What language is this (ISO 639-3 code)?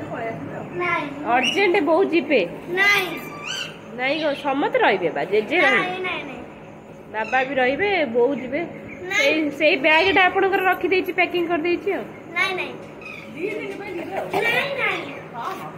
ori